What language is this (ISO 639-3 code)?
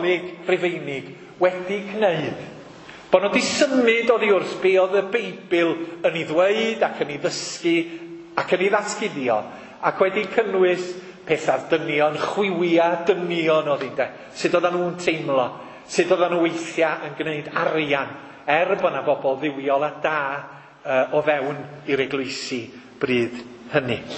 cym